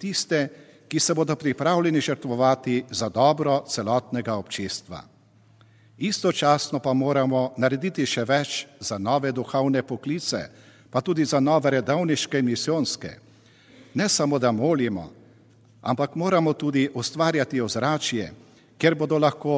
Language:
Slovenian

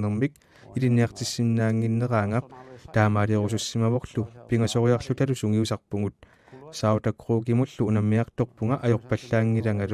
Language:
Kalaallisut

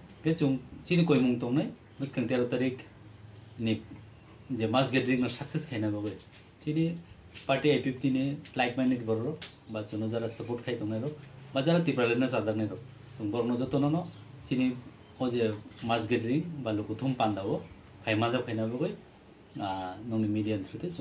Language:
Kok Borok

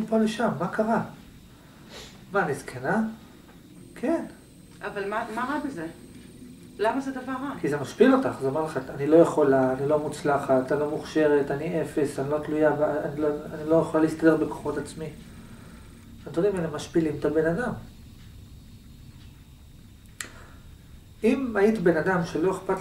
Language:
Hebrew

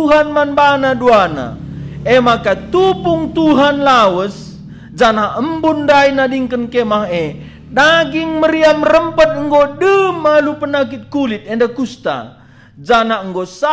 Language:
Batak Karo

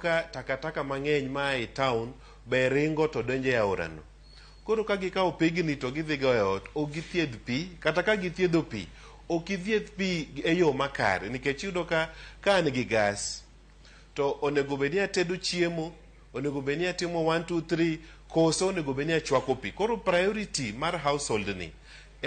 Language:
Luo (Kenya and Tanzania)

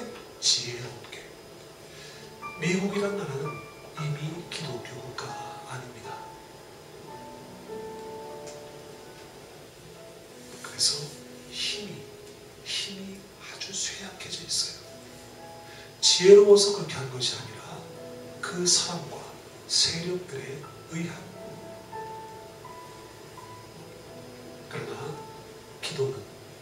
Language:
Korean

